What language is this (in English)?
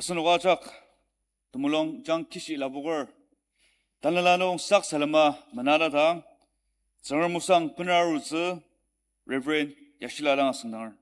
Ao Naga